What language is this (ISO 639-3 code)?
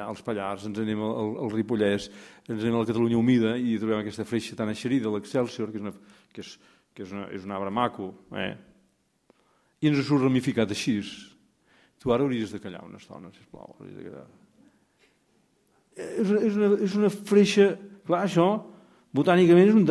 cat